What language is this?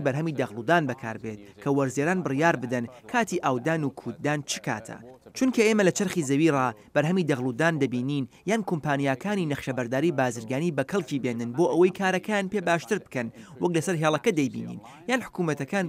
Central Kurdish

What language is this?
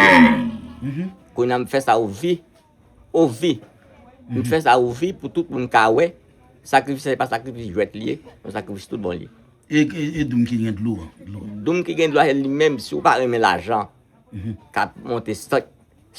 Haitian Creole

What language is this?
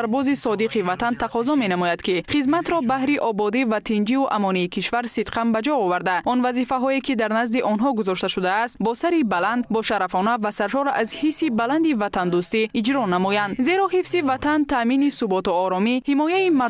Tajik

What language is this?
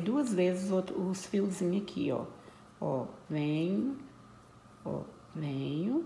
Portuguese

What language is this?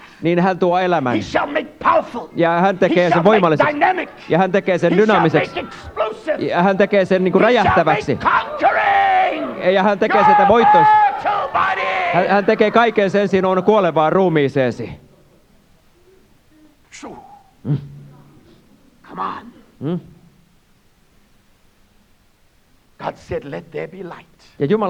Finnish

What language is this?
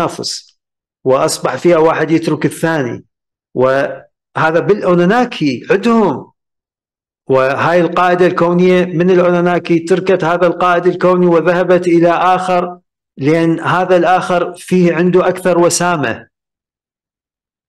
Arabic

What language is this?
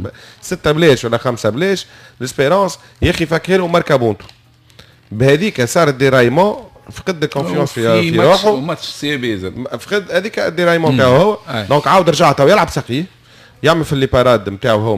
Tunisian Arabic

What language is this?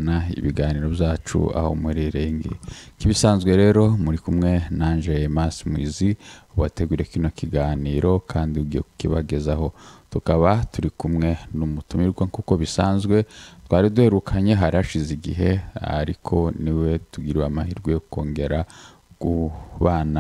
Kinyarwanda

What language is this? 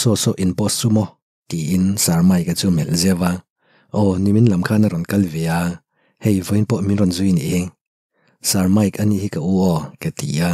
Mizo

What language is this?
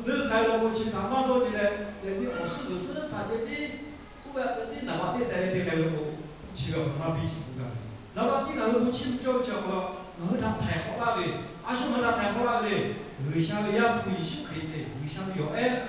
Lahu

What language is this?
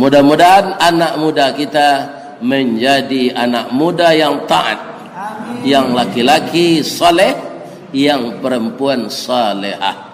Minangkabau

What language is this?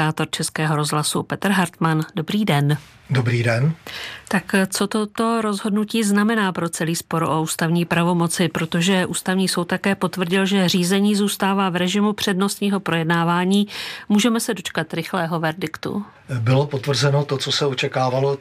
Czech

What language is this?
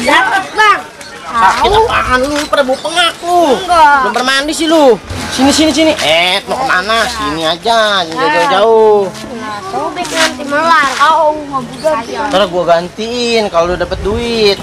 Betawi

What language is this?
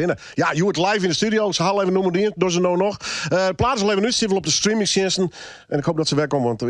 Western Frisian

